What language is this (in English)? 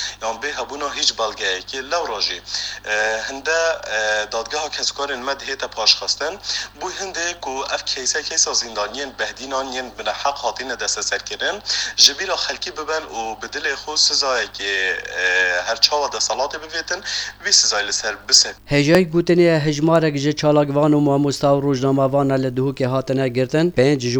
Kurdish